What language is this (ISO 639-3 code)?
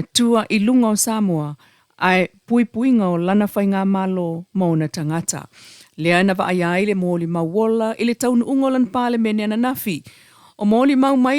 smo